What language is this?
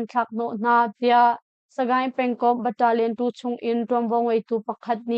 Hakha Chin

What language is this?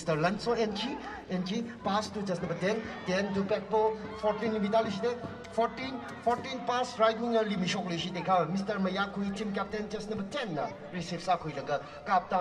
Tangkhul Naga (India)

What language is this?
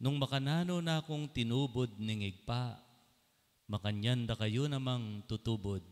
Pampanga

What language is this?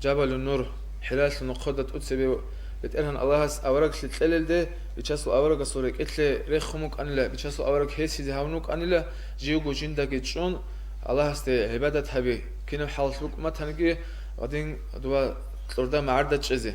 Avaric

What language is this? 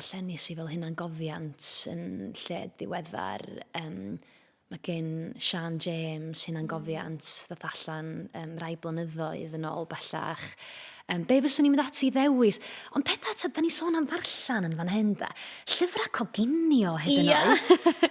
Welsh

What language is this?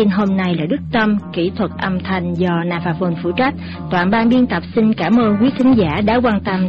Vietnamese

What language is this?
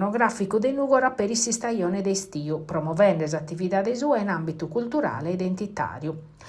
Sardinian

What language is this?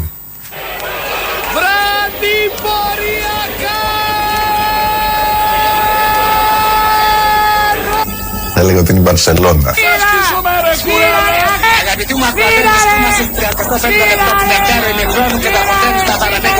Greek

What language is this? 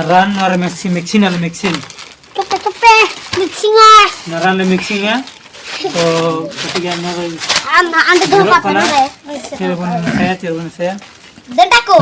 Santali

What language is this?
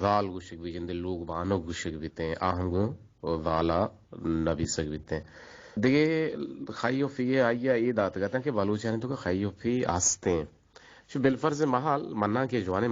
Eastern Balochi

